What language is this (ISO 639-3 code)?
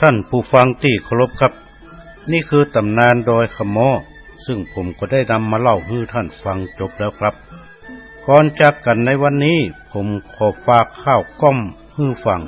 nod